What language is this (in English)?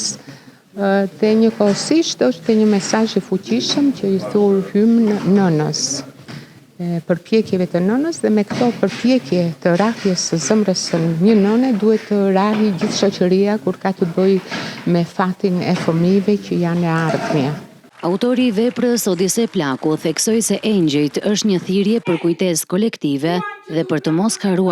Albanian